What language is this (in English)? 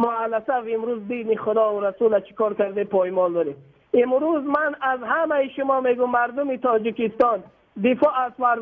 Tajik